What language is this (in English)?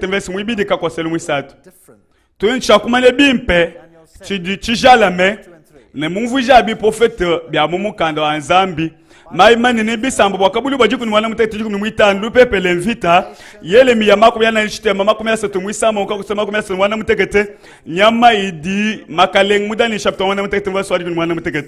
Luba-Lulua